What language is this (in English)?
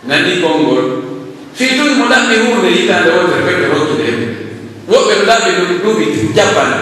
Pular